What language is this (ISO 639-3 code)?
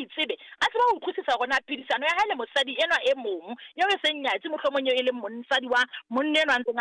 sot